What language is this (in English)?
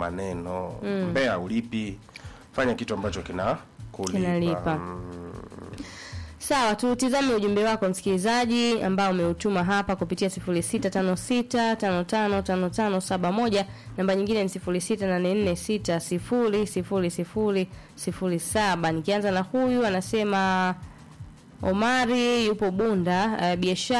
Swahili